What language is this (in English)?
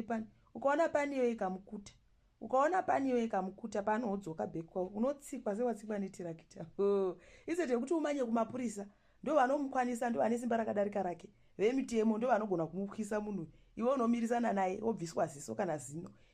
Shona